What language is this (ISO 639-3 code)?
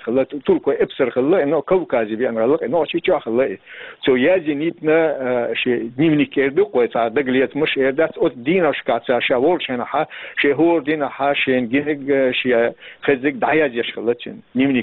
che